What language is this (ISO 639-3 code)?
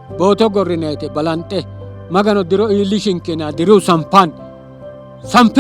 sid